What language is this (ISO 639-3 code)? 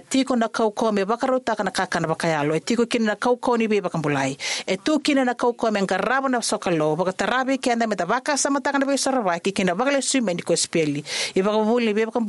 fij